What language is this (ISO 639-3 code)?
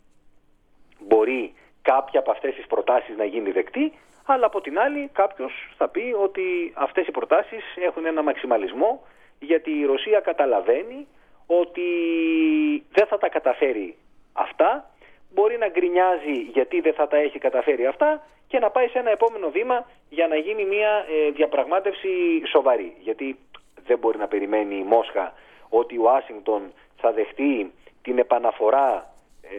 ell